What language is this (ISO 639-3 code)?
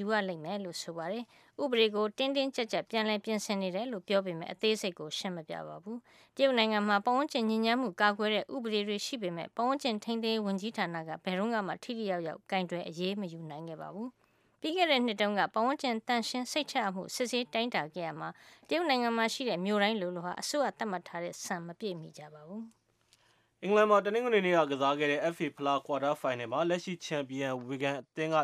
mya